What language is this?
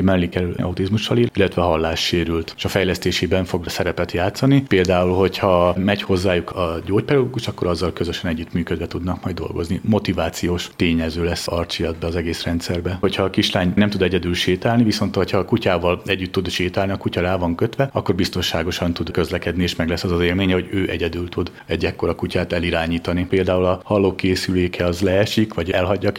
Hungarian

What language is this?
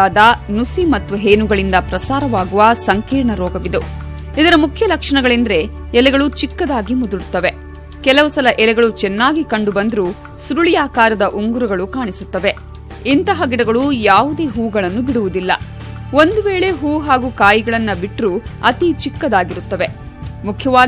Kannada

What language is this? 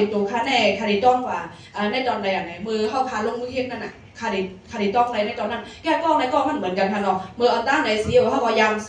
Shan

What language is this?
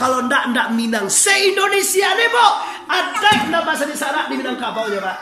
Minangkabau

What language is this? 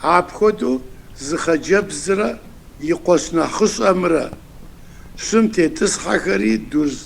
Kabardian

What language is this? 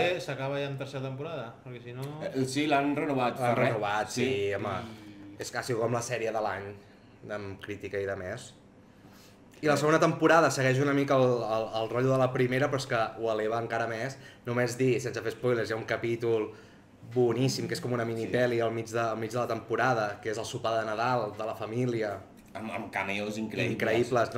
Catalan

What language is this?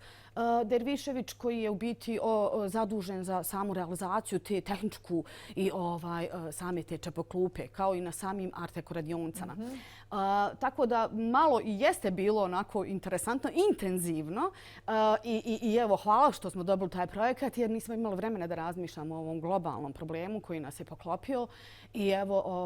Bosnian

